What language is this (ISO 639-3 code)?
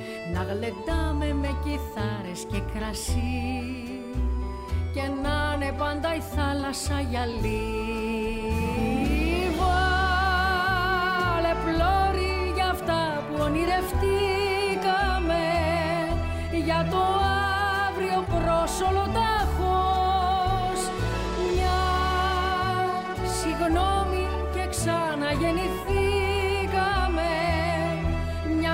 ell